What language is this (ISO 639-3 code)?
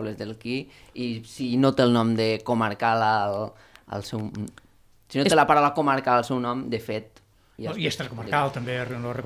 cat